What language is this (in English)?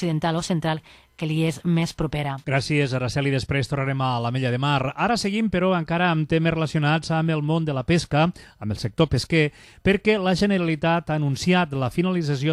Catalan